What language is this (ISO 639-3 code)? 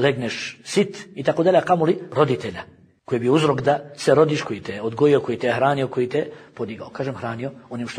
bos